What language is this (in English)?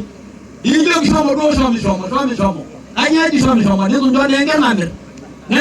Masai